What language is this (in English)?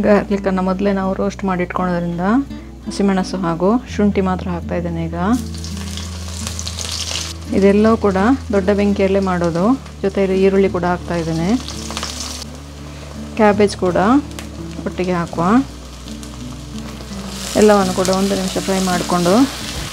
Kannada